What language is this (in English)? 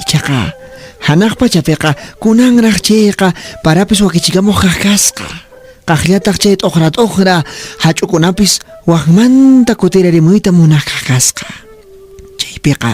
Quechua